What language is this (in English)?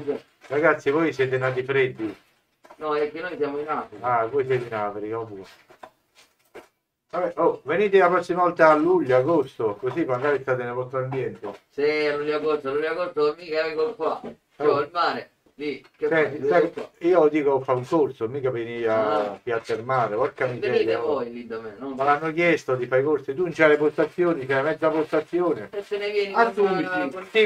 Italian